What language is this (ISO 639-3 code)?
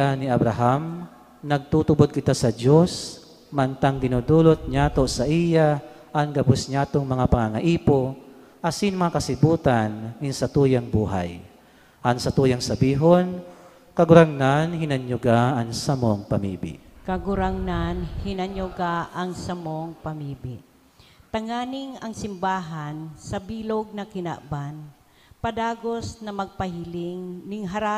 bik